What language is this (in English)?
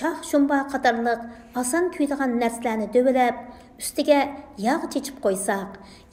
Uyghur